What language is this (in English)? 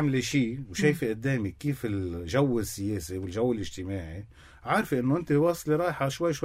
North Levantine Arabic